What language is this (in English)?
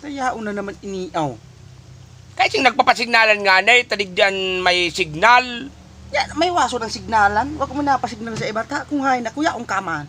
Bikol